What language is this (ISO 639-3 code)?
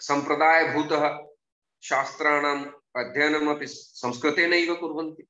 san